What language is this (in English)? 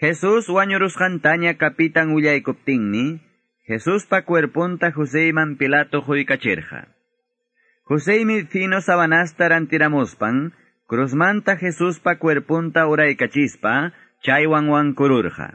Quechua